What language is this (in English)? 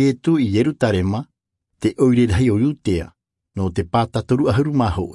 Tahitian